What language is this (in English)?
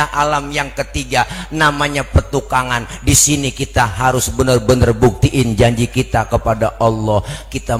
Betawi